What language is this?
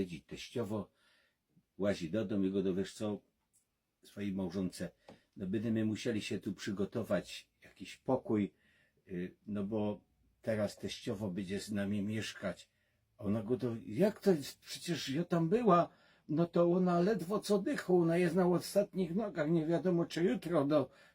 Silesian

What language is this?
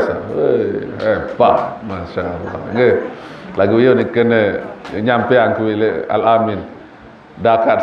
Sasak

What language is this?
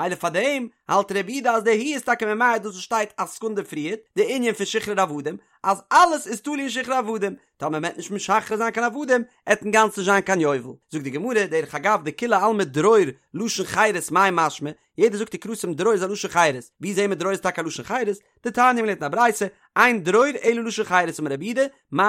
Yiddish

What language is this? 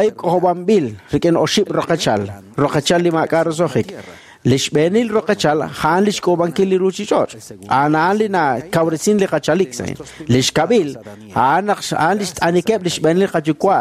Kekchí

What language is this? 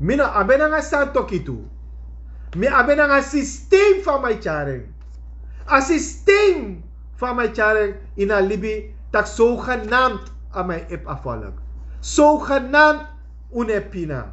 Sranan Tongo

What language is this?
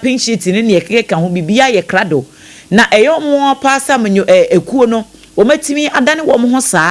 Akan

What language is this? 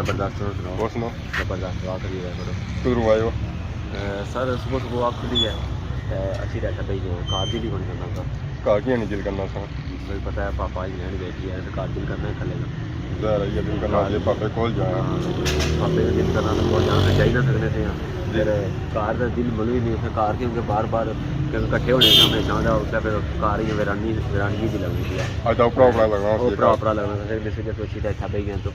Pahari-Potwari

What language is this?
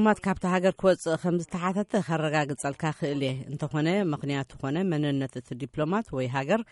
Tigrinya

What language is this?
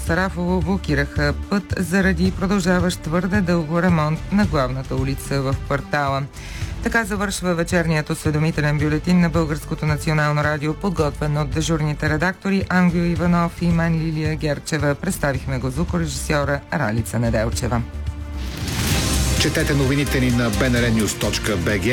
Bulgarian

